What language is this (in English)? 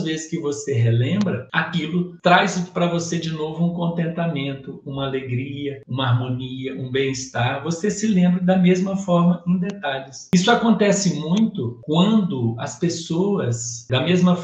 Portuguese